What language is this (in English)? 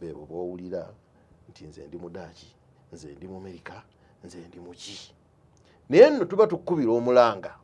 Ganda